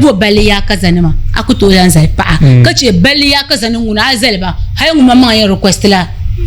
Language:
Dagbani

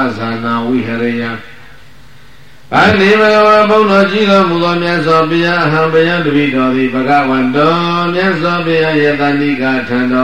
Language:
Burmese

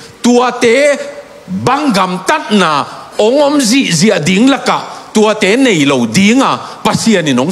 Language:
Tedim Chin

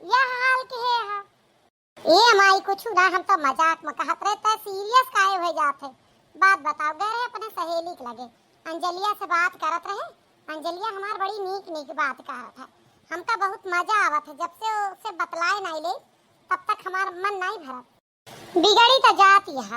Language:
Awadhi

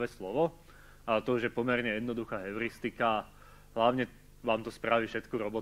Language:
Slovak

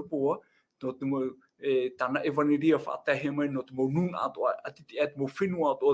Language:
Tahitian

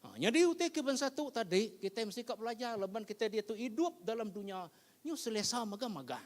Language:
Iban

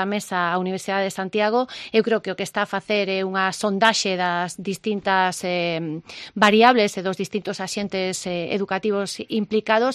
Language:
Galician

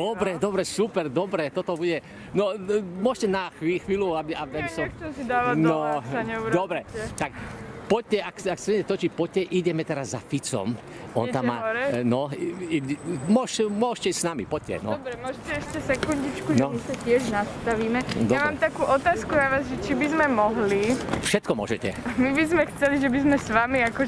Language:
Slovak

